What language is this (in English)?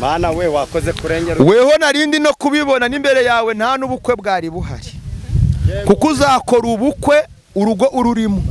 Kinyarwanda